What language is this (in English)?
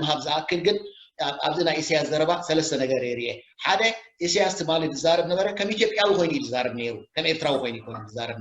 Tigrinya